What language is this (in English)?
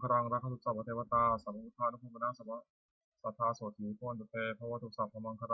Pali